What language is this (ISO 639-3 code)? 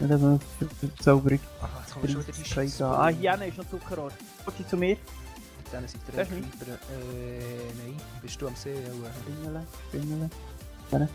gsw